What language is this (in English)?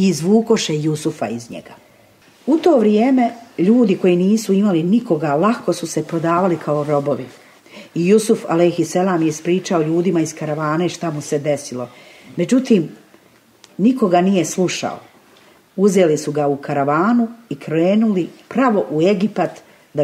Bosnian